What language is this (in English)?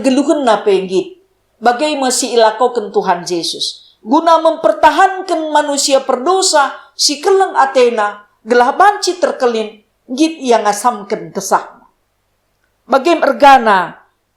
Batak Karo